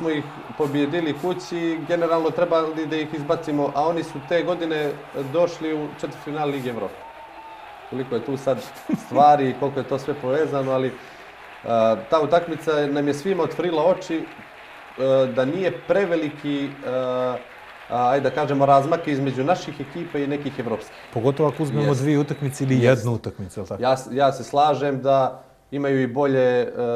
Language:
Bosnian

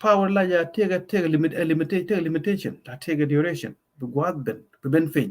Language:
Nuer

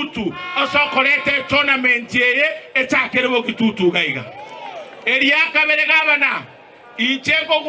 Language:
Gusii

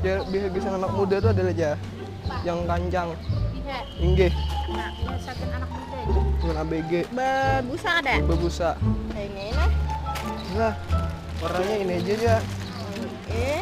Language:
Banjar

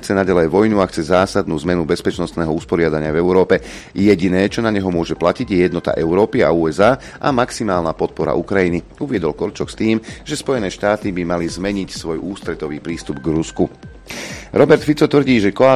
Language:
Slovak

